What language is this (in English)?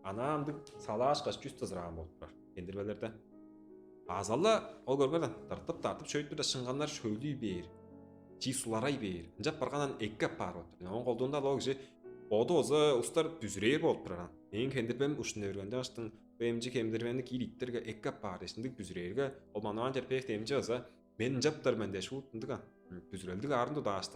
Tuvinian